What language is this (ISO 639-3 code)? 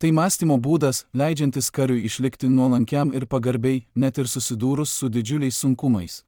lit